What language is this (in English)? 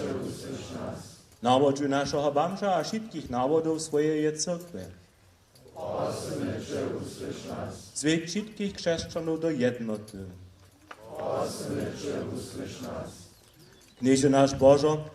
Upper Sorbian